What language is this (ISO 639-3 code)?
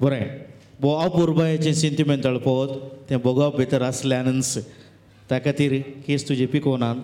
kok